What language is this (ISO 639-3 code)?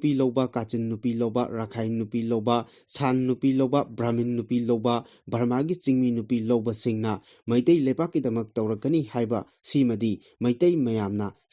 mni